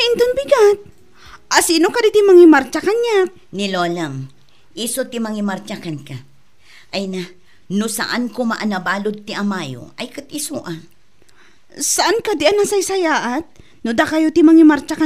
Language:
Iloko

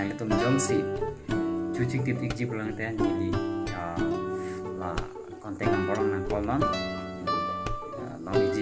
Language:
Karbi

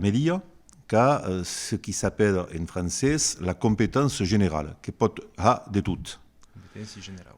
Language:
Occitan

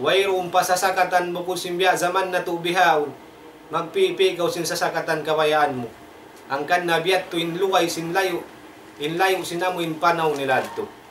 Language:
Tausug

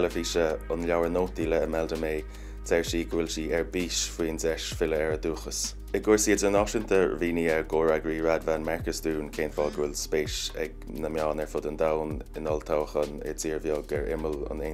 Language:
Irish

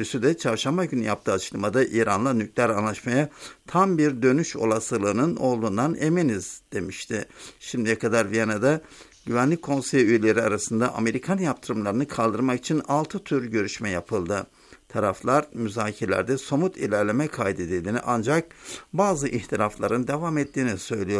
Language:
Turkish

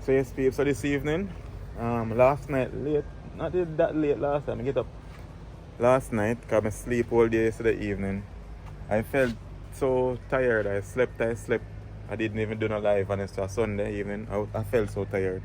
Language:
Jamaican Creole English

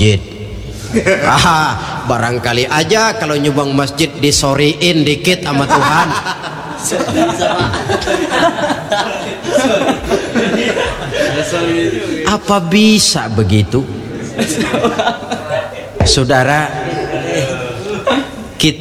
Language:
Indonesian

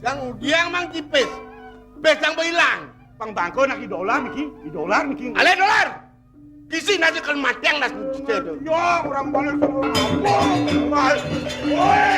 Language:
Balinese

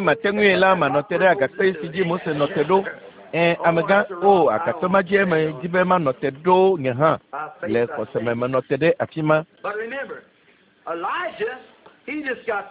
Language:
Ewe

